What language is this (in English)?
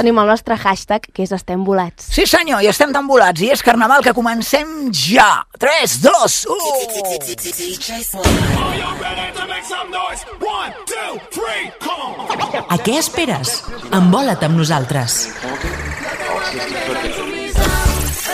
Catalan